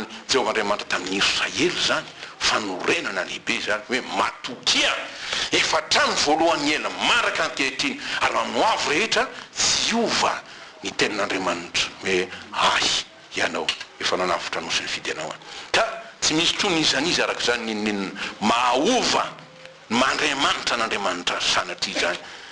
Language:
Malagasy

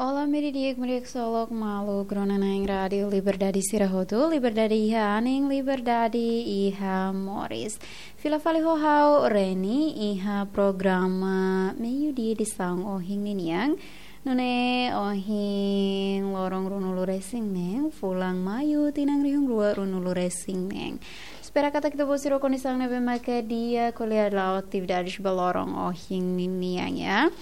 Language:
Tetum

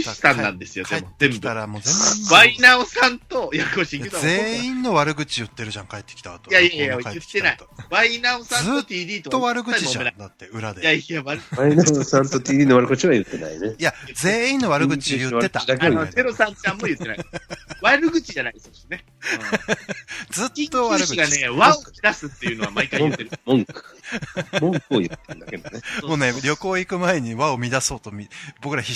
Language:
Japanese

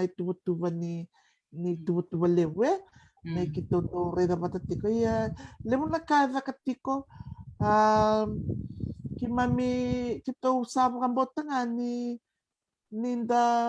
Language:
Fijian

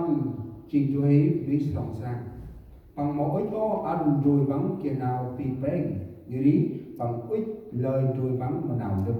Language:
Central Mnong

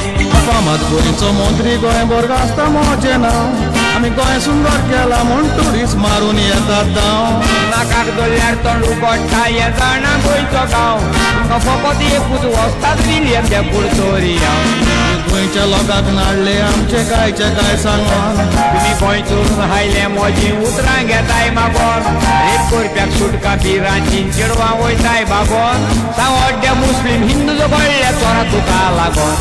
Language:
Konkani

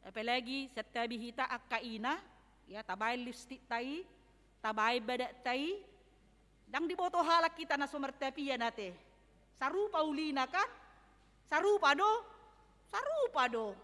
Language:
Batak Toba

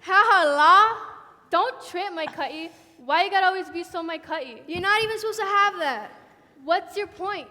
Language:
Hawaiian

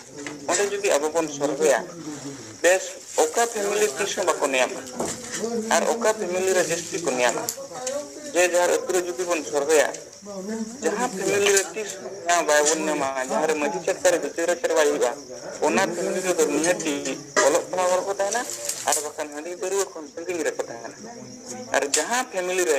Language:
Santali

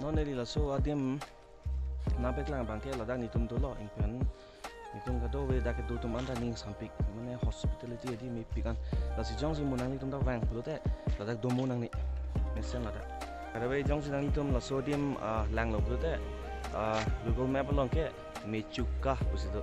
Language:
Karbi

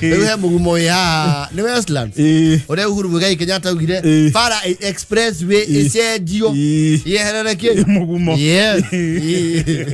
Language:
Kikuyu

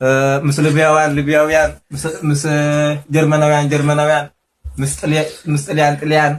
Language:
Tigrinya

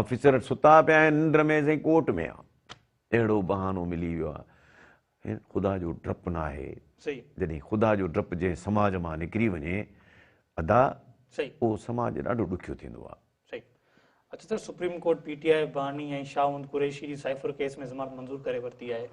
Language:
Sindhi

